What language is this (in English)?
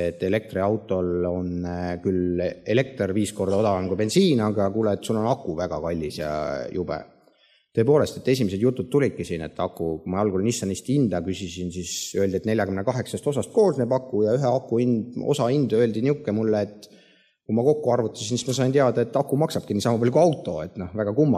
Estonian